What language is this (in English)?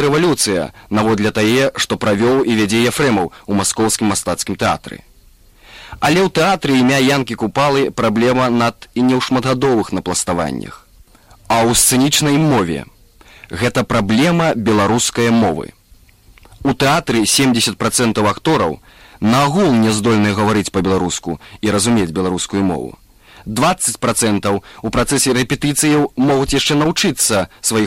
Belarusian